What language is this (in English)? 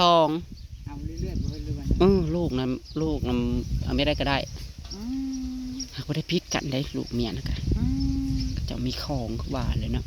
Northeastern Thai